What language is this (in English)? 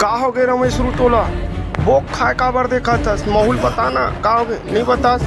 Chhattisgarhi